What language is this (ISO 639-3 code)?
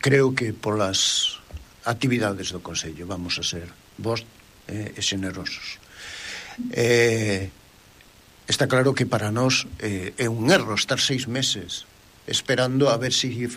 glg